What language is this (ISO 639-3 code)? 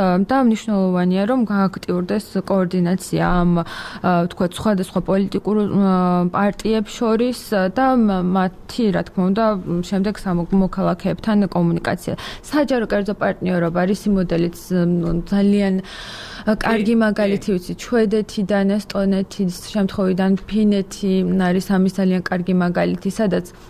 kat